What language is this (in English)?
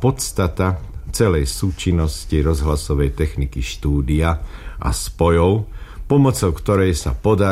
Slovak